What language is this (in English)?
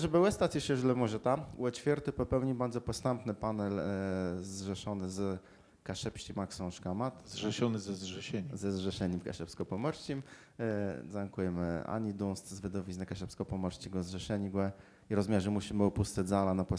Kashubian